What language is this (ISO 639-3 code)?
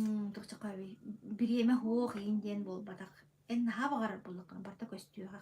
sah